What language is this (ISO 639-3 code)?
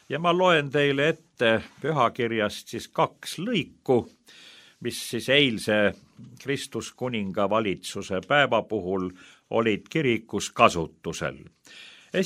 est